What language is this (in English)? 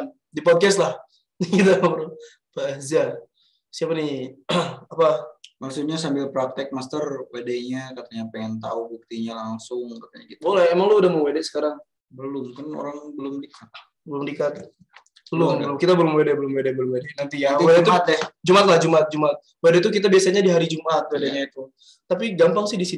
Indonesian